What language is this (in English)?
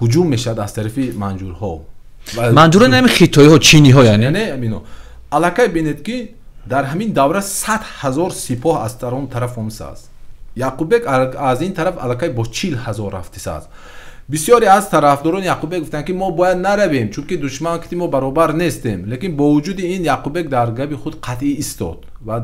Tajik